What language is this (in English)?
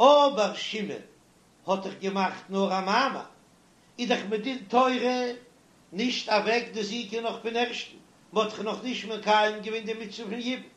Yiddish